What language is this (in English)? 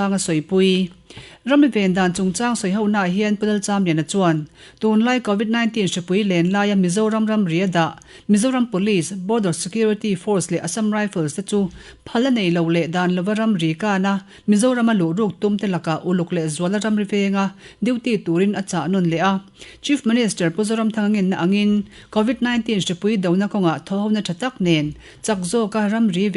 Mizo